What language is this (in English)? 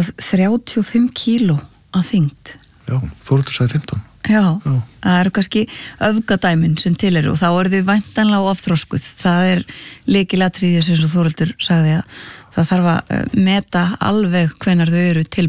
Icelandic